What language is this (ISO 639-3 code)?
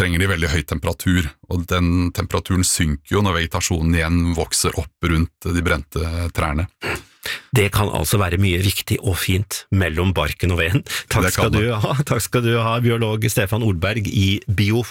nor